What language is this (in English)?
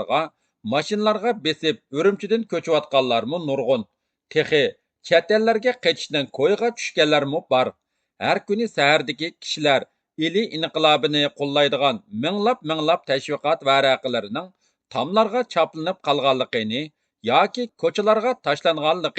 Uyghur